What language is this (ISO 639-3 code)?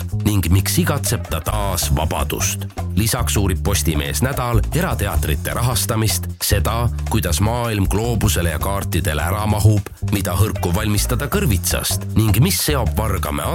est